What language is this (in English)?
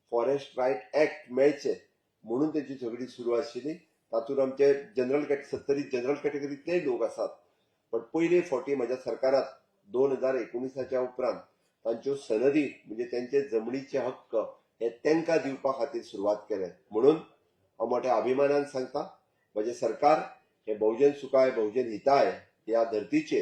Konkani